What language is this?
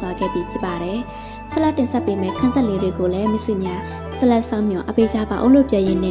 Burmese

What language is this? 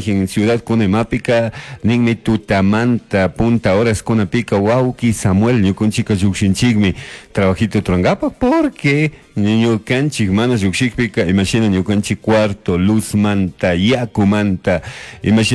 Chimborazo Highland Quichua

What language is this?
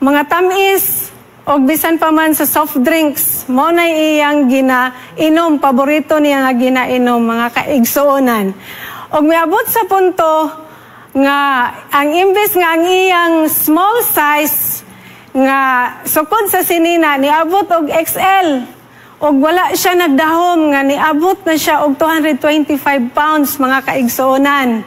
Cebuano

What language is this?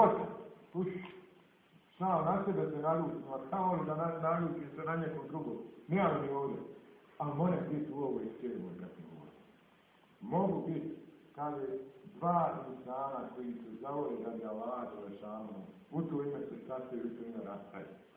Bosnian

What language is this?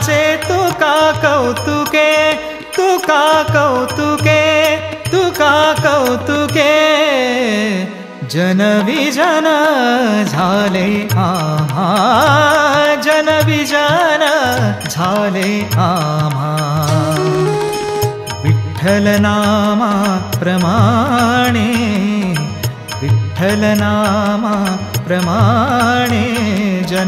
Marathi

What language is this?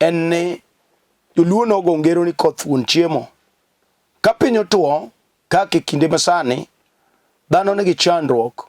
Luo (Kenya and Tanzania)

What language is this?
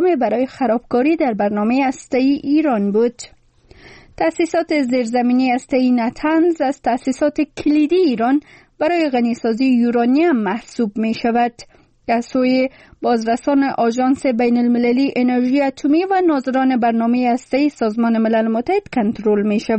Persian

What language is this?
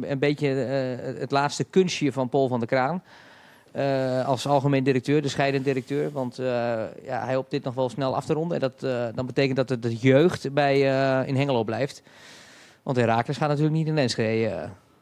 Dutch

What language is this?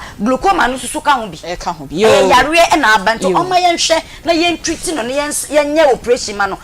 Akan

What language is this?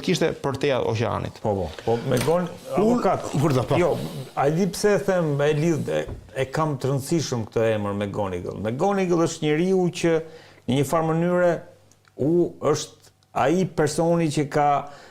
Albanian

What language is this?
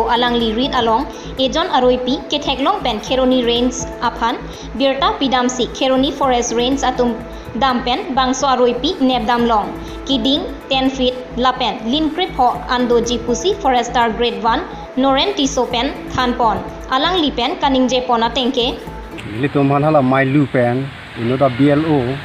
Karbi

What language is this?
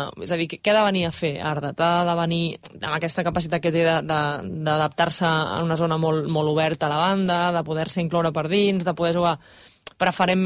Catalan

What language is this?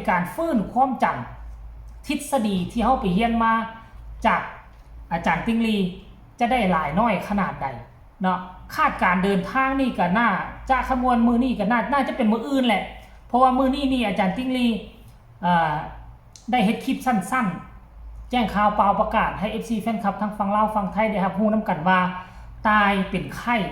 Lao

